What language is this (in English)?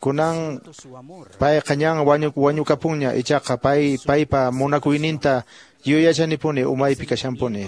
Quechua